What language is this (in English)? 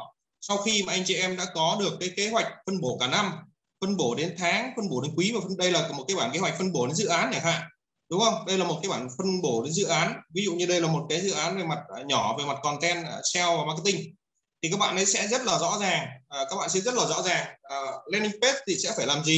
Vietnamese